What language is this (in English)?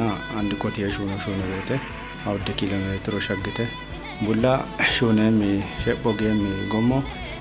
Kafa